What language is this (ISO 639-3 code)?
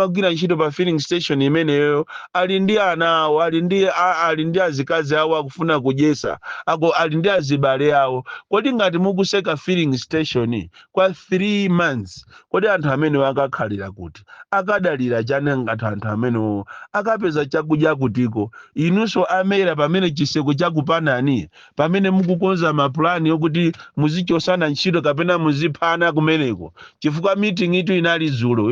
nya